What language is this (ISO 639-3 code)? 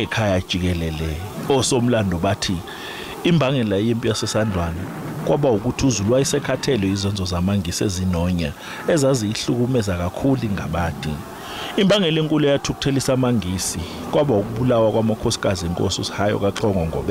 zul